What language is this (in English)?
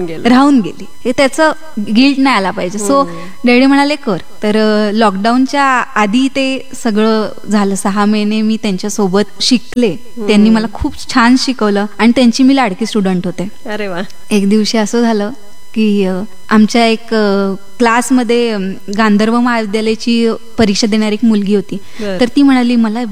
Marathi